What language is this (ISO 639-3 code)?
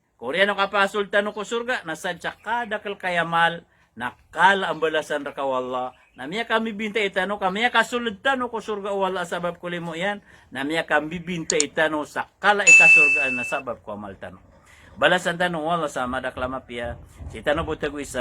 mrw